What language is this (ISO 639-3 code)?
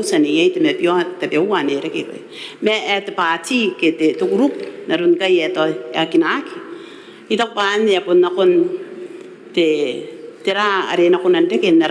gil